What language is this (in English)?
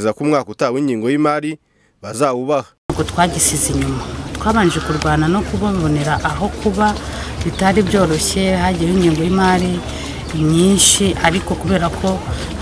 Kinyarwanda